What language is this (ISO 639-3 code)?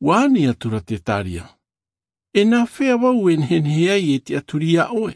tah